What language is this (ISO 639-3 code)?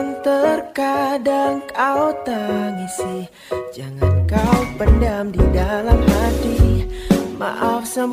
ind